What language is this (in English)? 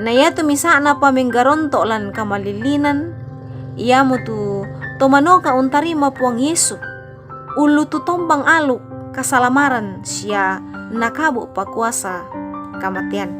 Toraja-Sa'dan